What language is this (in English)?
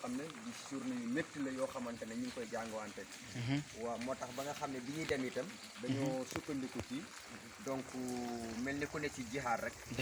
Wolof